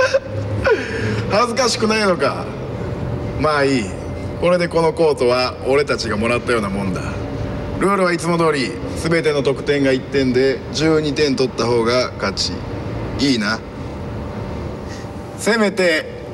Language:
Japanese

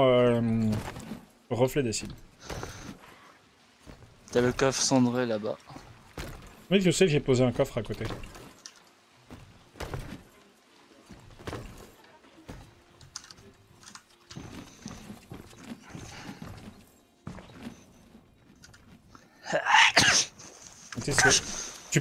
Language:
French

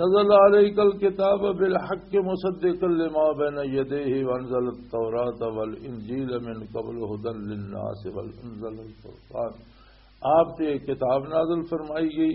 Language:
Western Panjabi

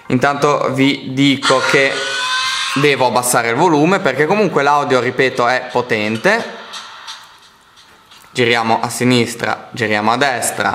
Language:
Italian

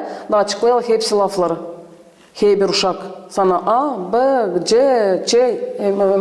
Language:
Gagauz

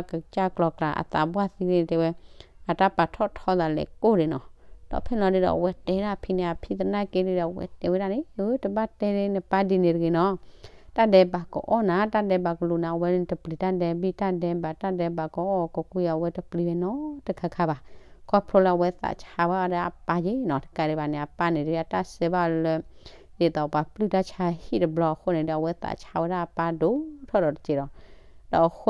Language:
S'gaw Karen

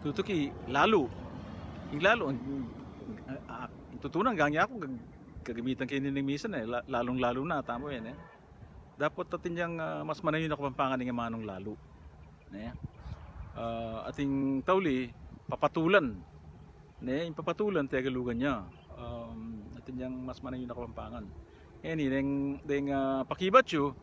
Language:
Pampanga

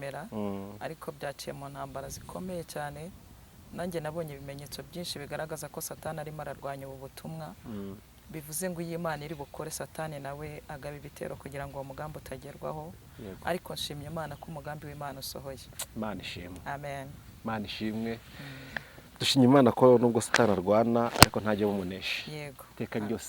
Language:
Kinyarwanda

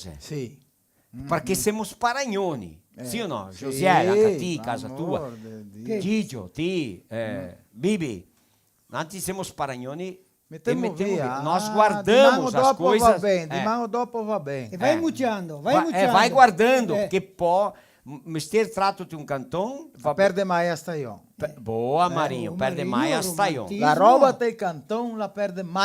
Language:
Venetian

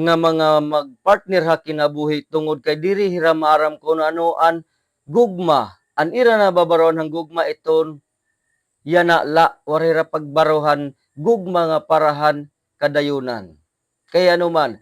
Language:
Waray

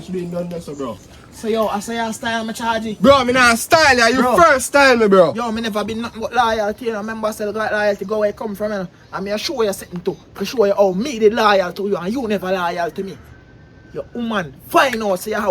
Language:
Jamaican Creole English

